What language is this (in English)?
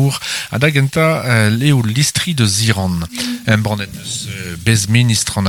Breton